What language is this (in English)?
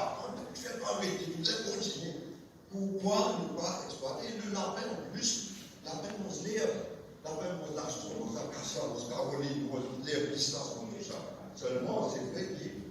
Morisyen